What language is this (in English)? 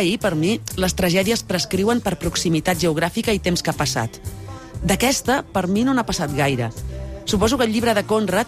Catalan